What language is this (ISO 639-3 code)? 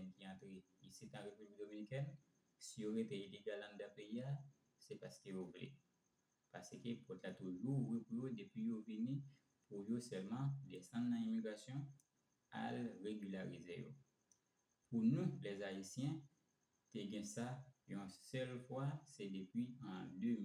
hat